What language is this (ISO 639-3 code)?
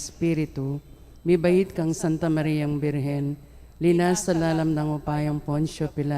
pam